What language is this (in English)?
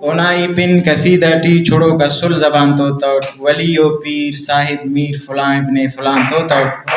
Brahui